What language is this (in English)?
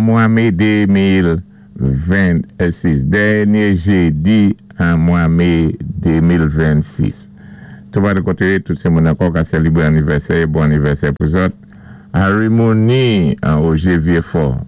Saint Lucian Creole French